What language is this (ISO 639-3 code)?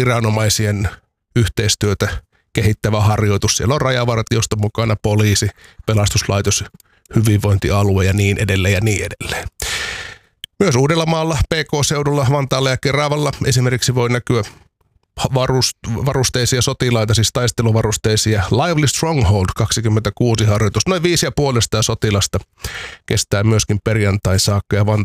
fin